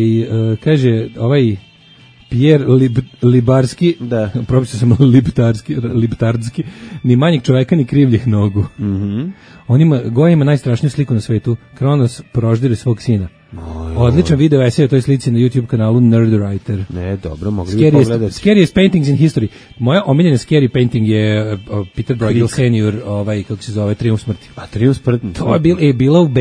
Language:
Serbian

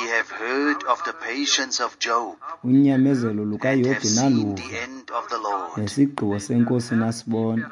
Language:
Xhosa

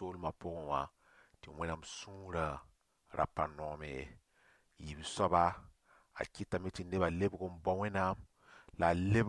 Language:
Mossi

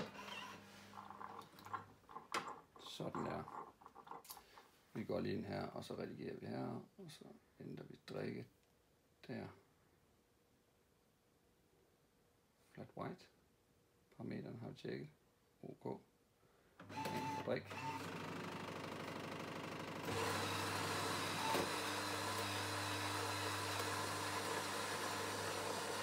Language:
Danish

